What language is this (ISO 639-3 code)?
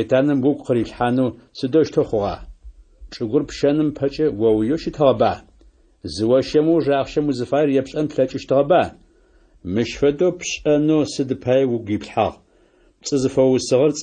ady